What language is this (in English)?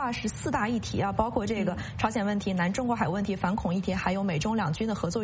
Chinese